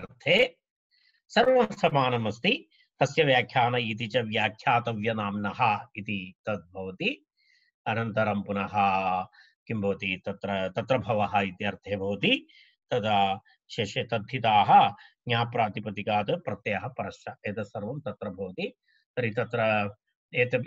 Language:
Sanskrit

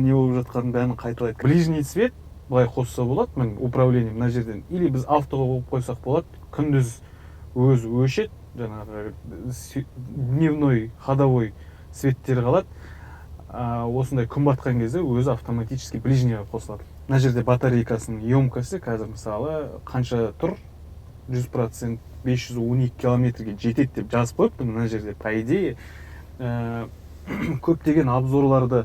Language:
Kazakh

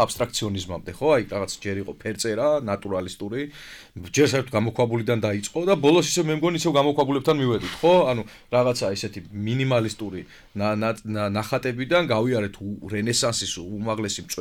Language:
Georgian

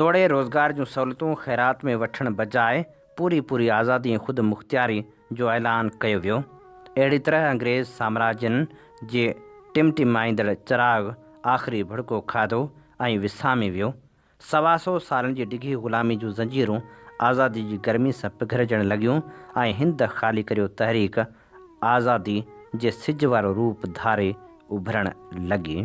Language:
Sindhi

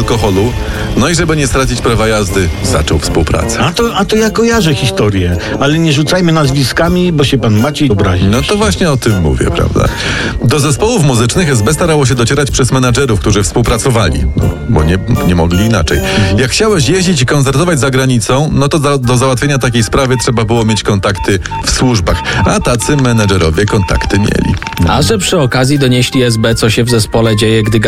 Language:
Polish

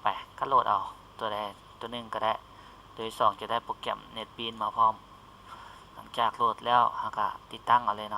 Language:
Lao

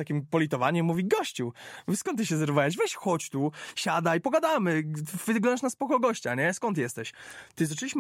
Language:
Polish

